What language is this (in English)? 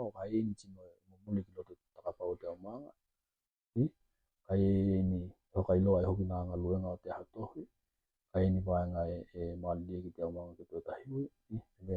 Tokelau